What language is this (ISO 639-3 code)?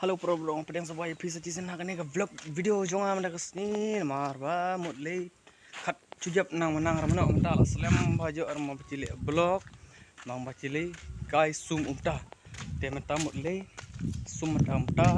kha